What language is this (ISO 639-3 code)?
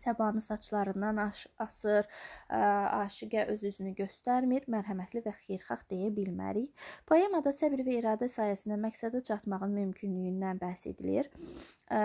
aze